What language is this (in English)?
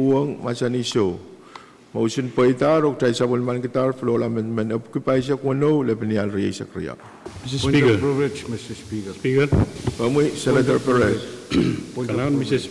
Pohnpeian